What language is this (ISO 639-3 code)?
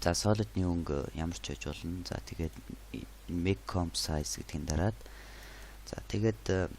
mon